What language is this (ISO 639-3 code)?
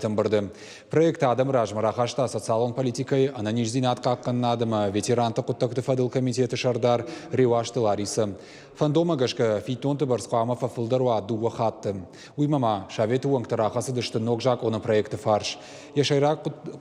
oss